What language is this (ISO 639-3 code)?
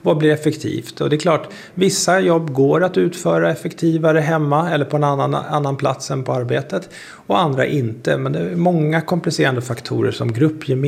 swe